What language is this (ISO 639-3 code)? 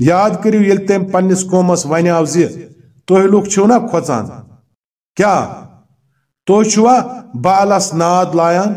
kas